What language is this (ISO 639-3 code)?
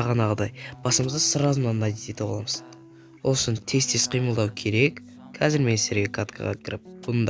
kaz